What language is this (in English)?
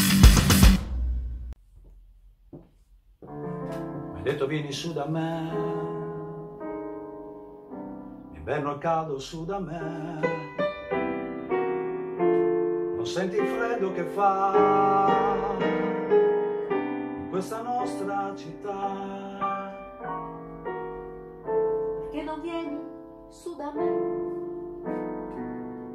Italian